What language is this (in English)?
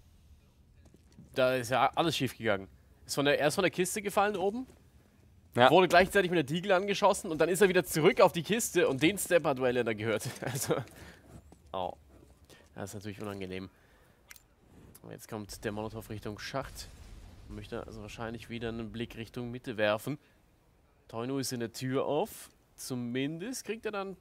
German